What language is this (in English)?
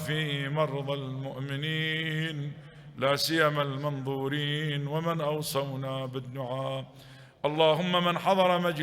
Mesopotamian Arabic